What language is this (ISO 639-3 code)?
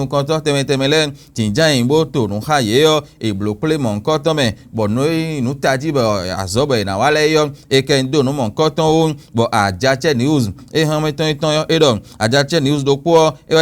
fon